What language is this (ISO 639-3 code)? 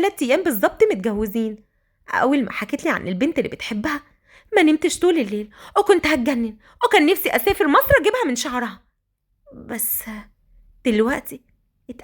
arz